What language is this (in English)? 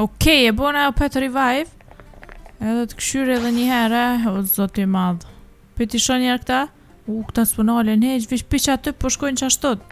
Albanian